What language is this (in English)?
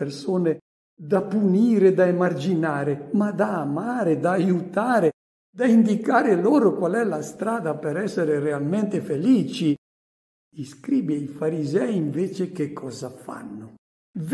Italian